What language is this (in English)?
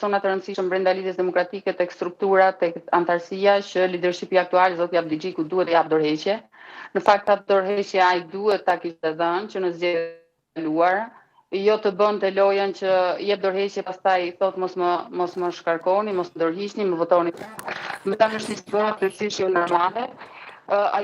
Albanian